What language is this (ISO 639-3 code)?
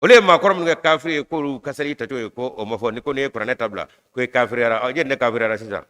bam